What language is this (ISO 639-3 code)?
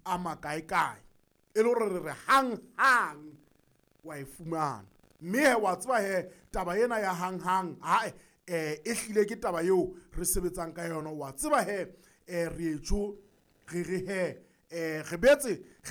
sot